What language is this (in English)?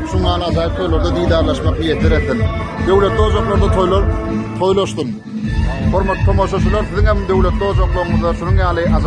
Turkmen